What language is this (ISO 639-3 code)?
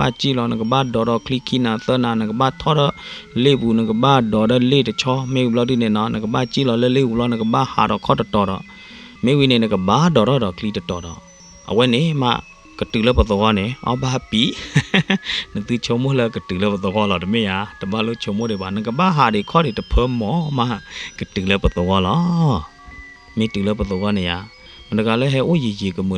ksw